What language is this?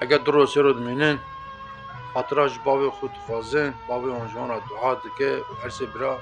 Kurdish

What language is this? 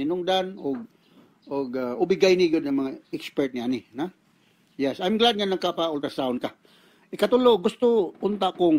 Cebuano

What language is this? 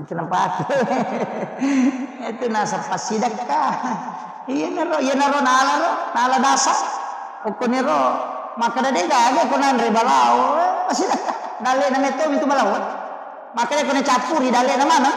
Buginese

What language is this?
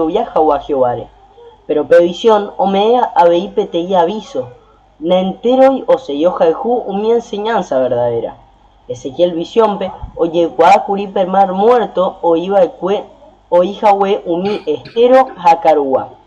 Guarani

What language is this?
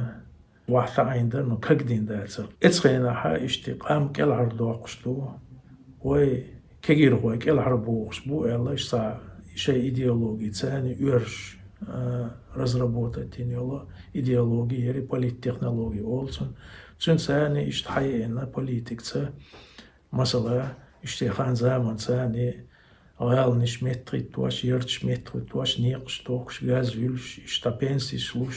Chechen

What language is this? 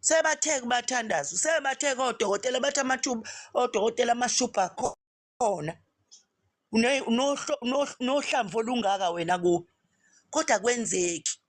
Zulu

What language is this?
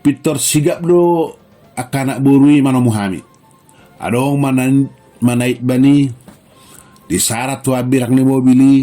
Batak Toba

